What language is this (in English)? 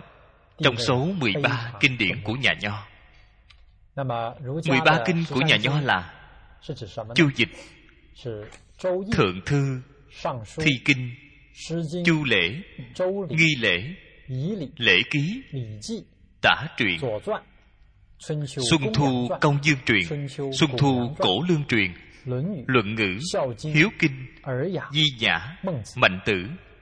Vietnamese